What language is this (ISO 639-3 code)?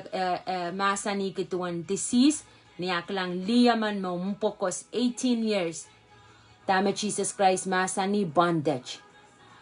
pon